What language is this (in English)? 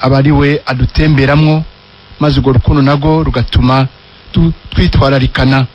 Rundi